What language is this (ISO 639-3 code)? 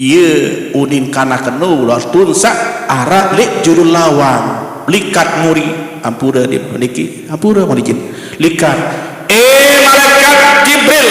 sas